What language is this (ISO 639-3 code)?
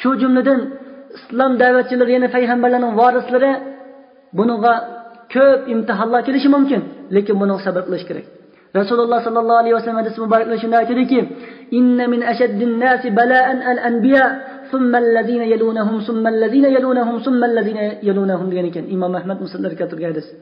uig